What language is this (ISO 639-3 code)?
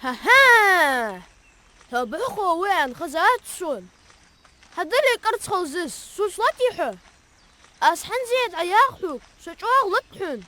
inh